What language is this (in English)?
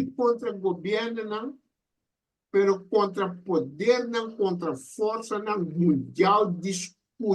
Papiamento